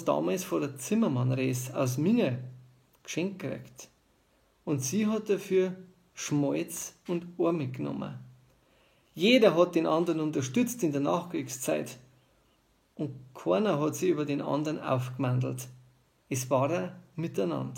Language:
Bavarian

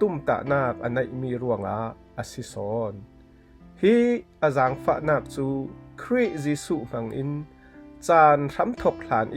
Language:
Falam Chin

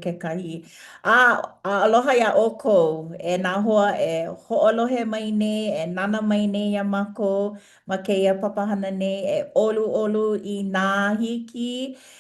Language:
Hawaiian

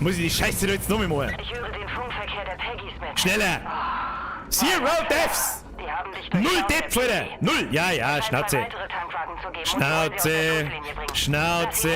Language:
Bavarian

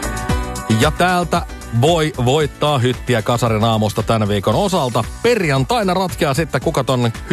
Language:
Finnish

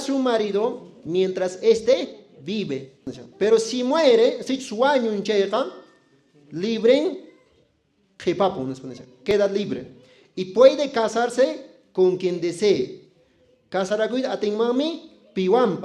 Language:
Quechua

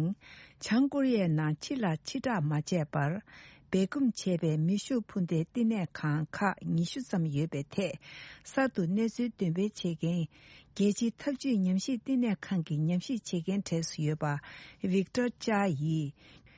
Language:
Tibetan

